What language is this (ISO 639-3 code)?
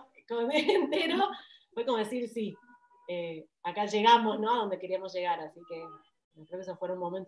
spa